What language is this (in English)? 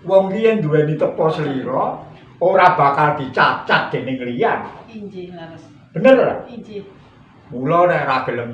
Javanese